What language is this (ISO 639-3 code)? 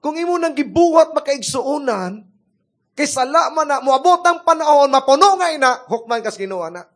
ceb